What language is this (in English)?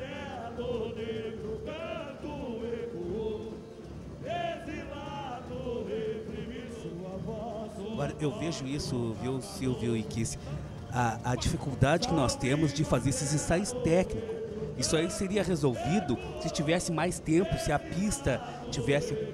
Portuguese